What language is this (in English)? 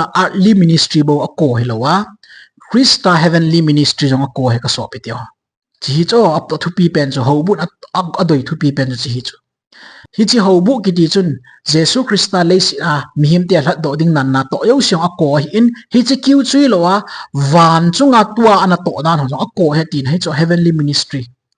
Thado Chin